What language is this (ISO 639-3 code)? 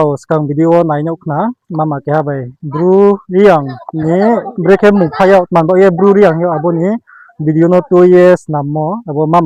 ria